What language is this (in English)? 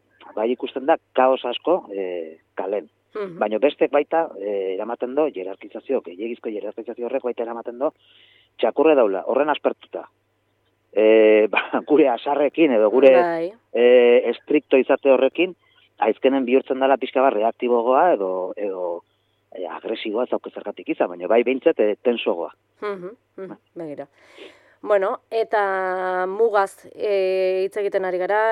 Basque